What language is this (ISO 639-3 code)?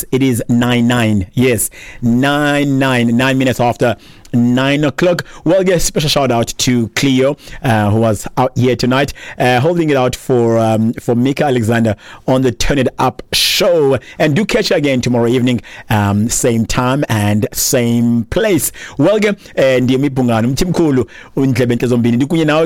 xho